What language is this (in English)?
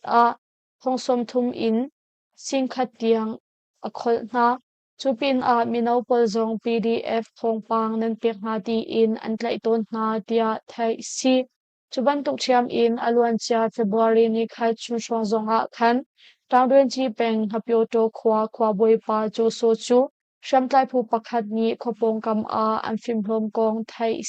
Hakha Chin